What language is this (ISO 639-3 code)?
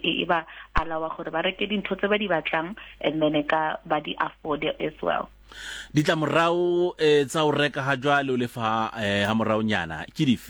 sot